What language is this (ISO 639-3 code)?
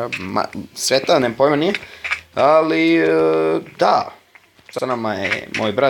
bos